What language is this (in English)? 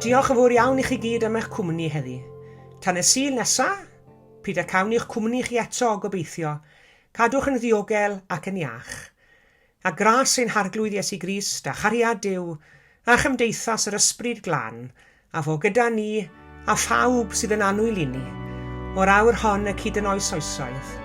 Welsh